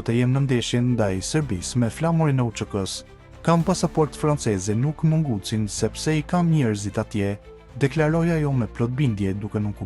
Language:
Albanian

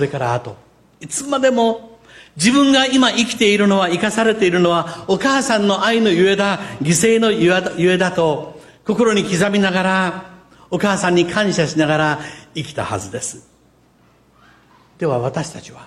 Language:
Japanese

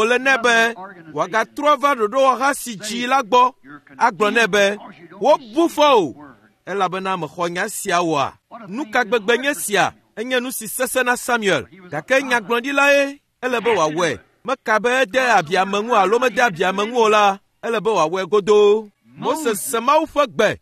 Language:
Ewe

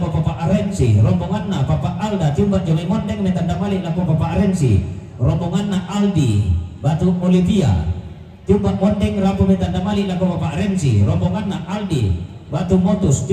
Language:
Toraja-Sa'dan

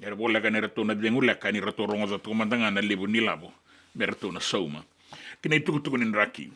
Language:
Fijian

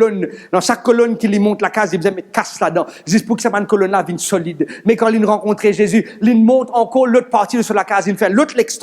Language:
Morisyen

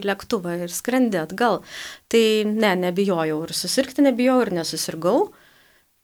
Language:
Lithuanian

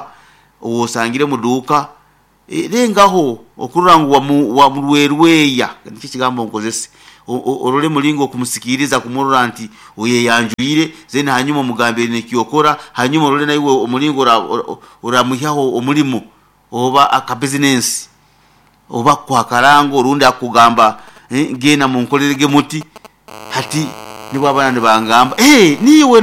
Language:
Nyankole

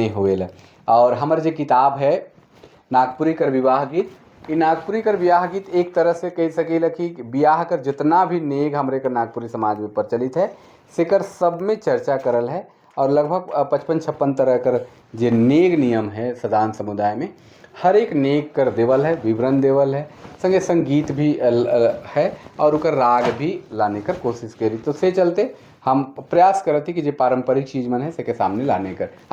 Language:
Sadri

